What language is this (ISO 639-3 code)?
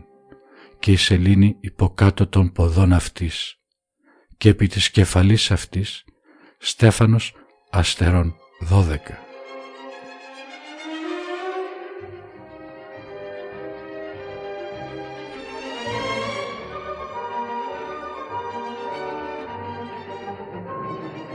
ell